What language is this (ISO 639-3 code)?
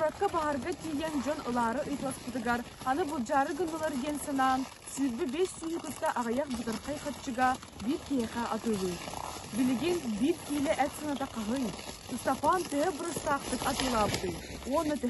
sah